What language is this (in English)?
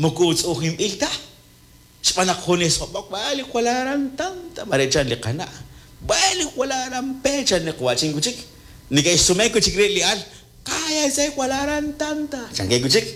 Kekchí